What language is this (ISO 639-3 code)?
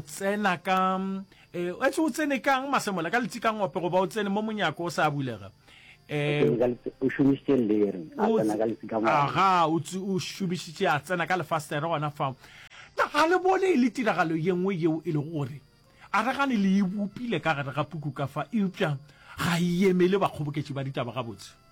nso